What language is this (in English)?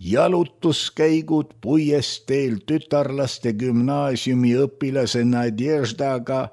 Estonian